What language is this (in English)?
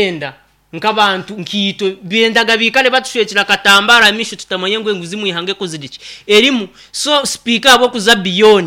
Nyankole